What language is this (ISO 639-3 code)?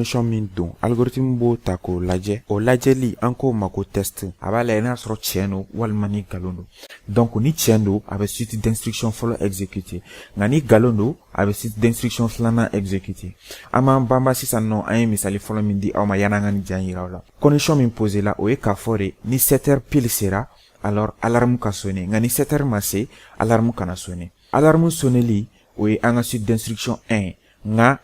bam